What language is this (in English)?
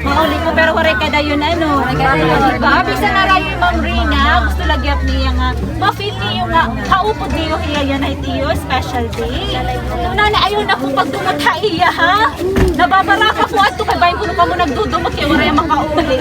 Waray